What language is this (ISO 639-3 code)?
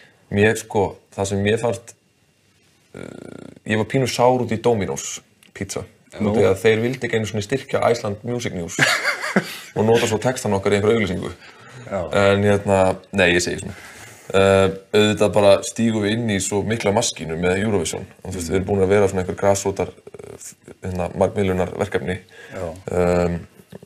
isl